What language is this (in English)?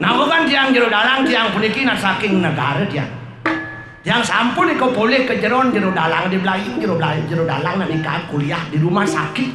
Balinese